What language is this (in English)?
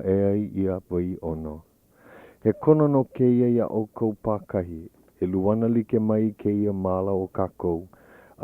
Hawaiian